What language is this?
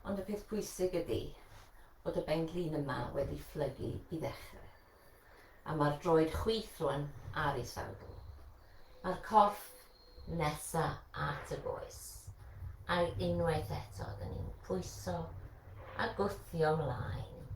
Welsh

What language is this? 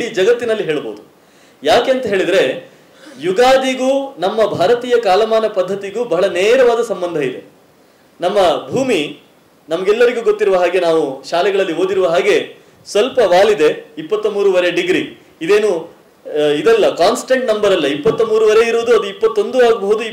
Kannada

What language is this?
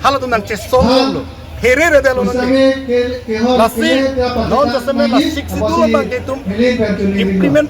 Karbi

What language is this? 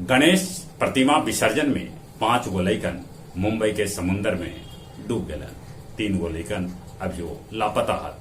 Magahi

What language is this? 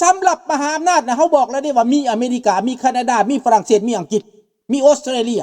Lao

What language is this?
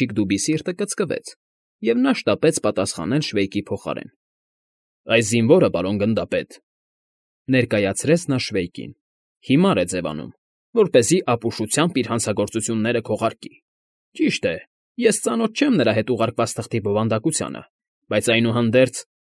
Armenian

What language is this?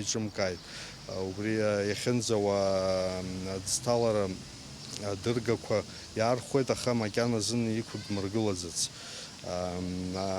Abkhazian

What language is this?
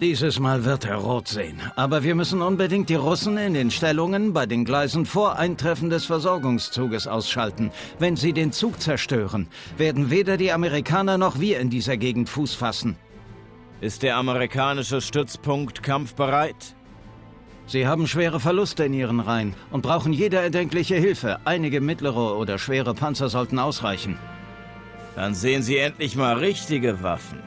Bavarian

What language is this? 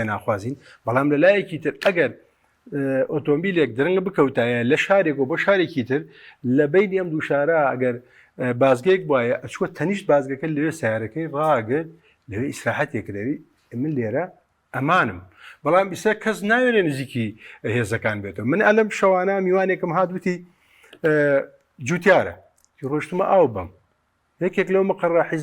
Central Kurdish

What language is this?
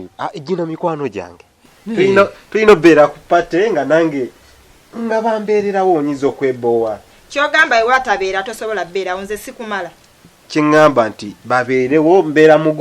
Ganda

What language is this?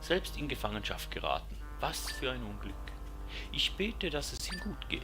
Swiss German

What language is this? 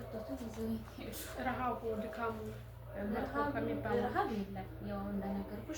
Amharic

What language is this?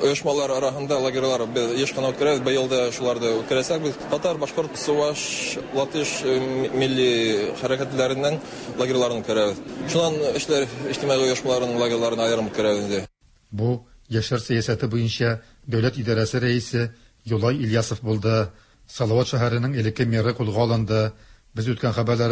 Tatar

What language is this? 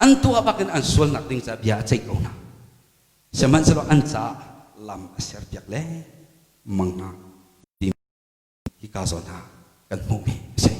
Hakha Chin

